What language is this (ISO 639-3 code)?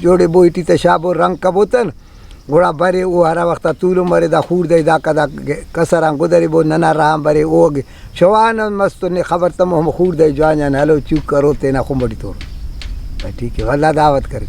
brh